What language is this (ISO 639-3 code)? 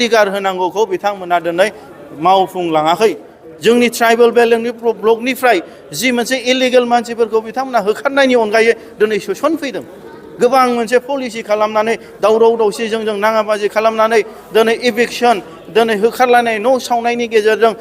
brx